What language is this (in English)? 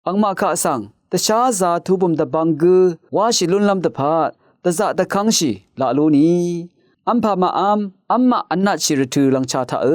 Rawang